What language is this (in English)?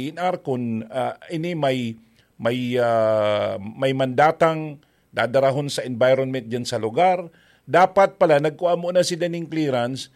Bikol